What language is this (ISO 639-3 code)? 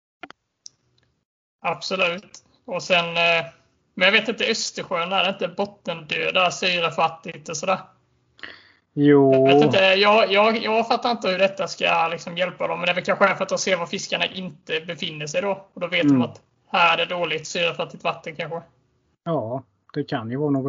swe